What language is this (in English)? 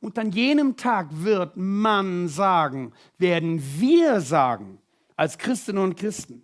Swiss German